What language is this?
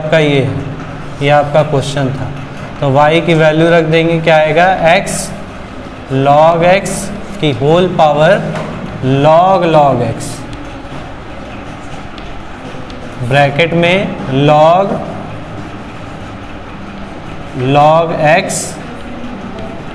Hindi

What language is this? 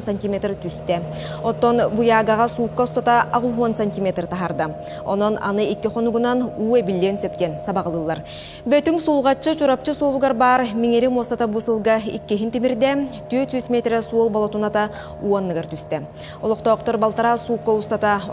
Yakut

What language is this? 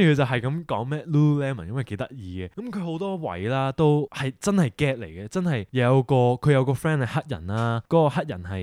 Cantonese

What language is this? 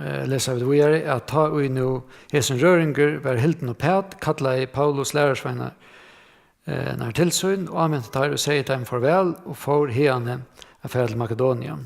Faroese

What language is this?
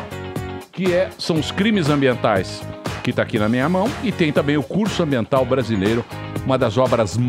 Portuguese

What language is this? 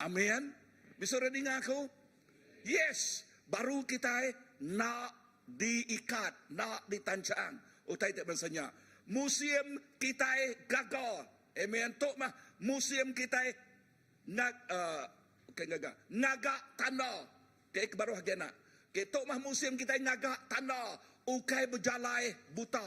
Iban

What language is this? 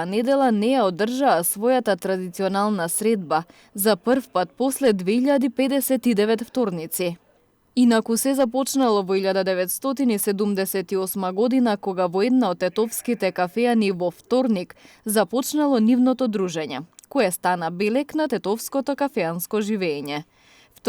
Macedonian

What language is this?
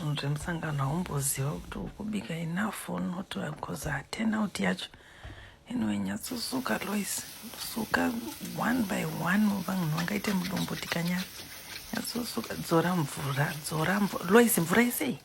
Shona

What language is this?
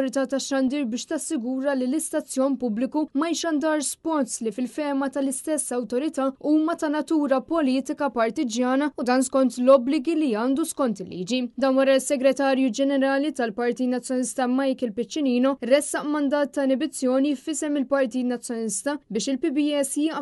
Maltese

